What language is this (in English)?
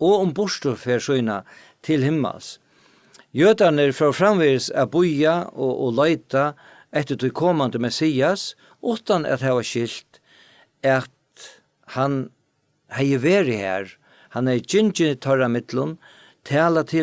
Faroese